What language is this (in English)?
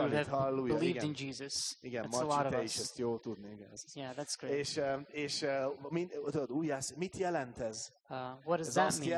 Hungarian